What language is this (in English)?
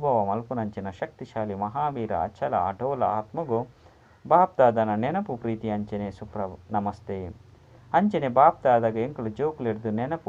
Tulu